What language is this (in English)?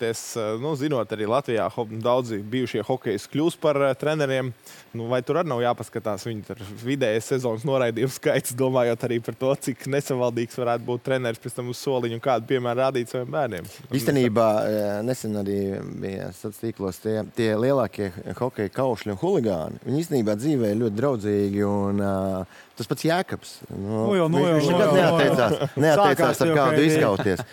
Latvian